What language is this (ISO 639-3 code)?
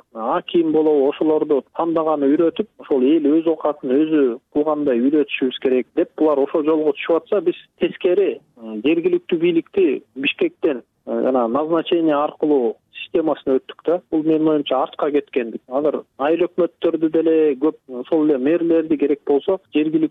kir